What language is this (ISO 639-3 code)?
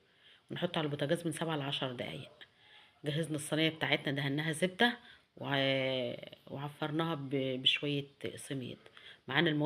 arz